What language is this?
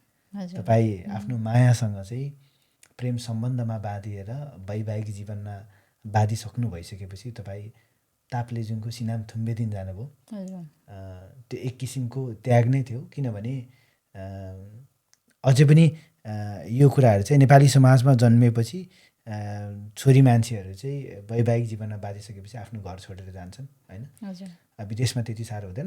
Nepali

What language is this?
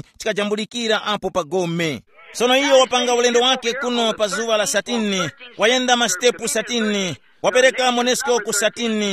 Tumbuka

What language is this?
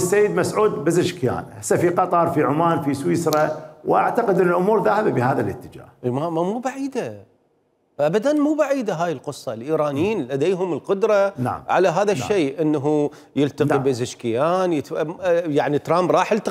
Mesopotamian Arabic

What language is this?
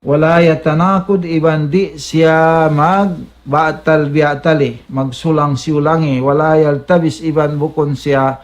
Tausug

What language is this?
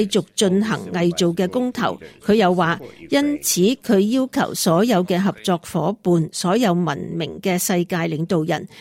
Cantonese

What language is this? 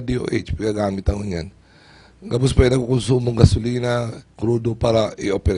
Bikol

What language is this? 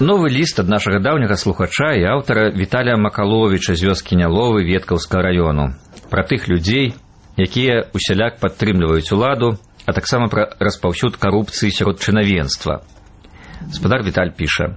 Belarusian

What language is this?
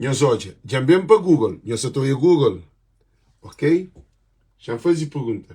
Kabuverdianu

